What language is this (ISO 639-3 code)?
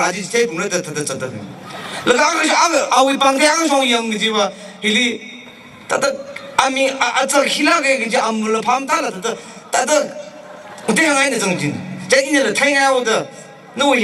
nmf